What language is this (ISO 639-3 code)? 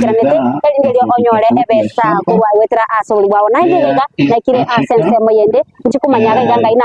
guz